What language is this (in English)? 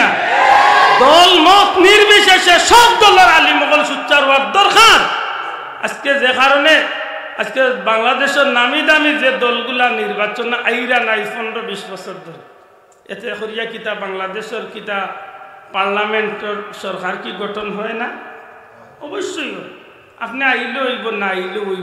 Sylheti